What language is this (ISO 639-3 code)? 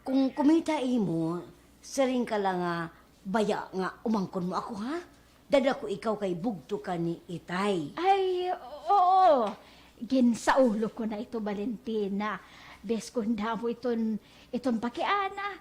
war